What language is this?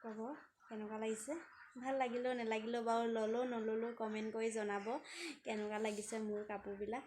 Assamese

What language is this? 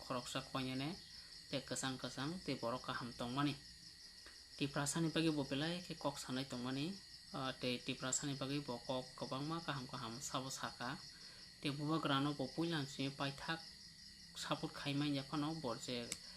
Kok Borok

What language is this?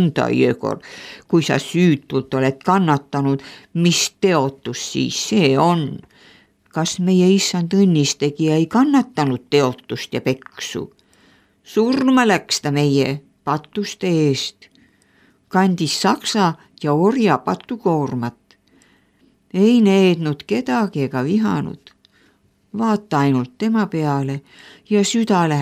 Estonian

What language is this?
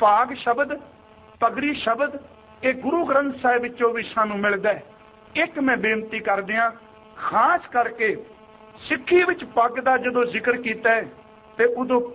Punjabi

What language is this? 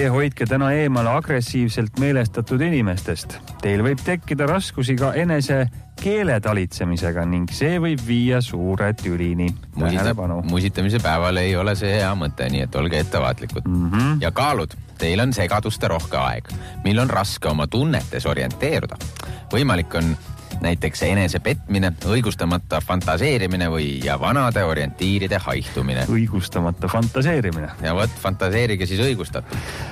Estonian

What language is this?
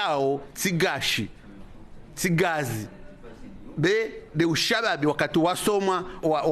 Ngazidja Comorian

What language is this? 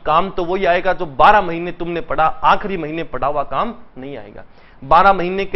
Hindi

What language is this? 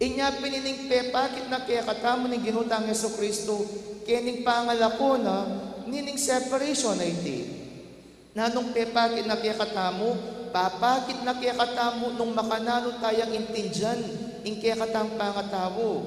Pampanga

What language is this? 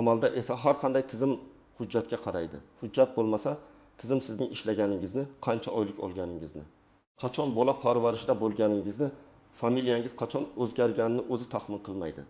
Uzbek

